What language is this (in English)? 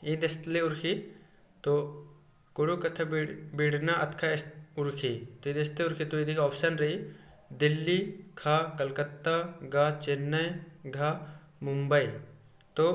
Kurukh